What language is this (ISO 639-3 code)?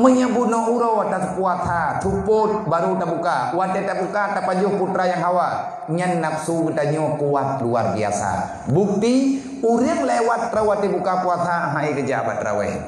ace